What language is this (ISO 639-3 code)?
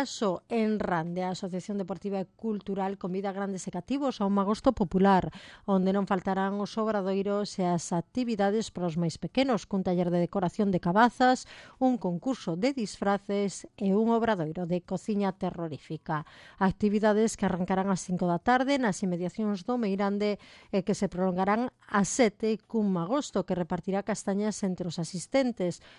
glg